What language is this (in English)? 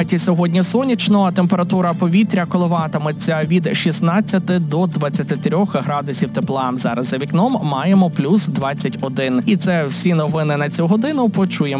Ukrainian